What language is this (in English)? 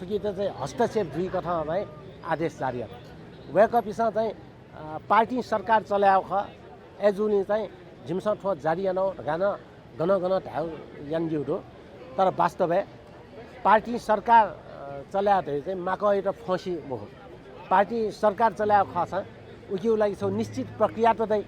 Newari